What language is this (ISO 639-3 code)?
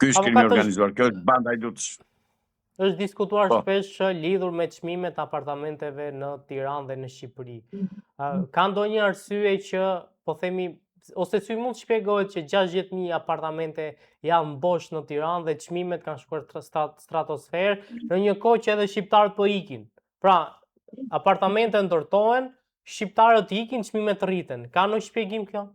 sqi